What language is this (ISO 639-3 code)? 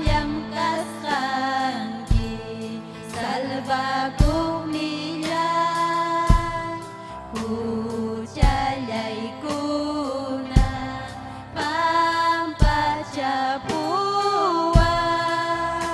quy